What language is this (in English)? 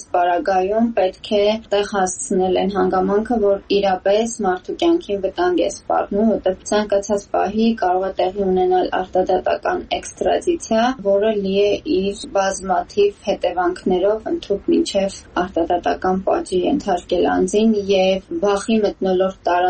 Armenian